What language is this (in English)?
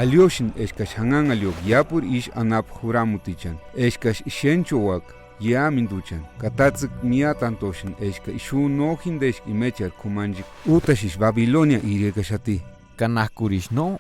Purepecha